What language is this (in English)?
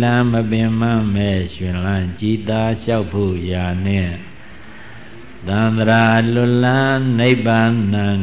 Burmese